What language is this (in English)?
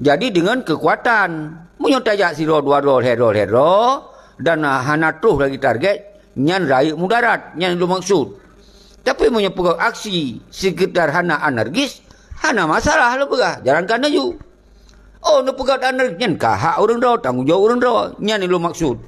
Achinese